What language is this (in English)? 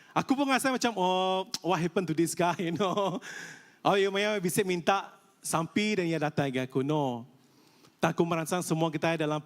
Iban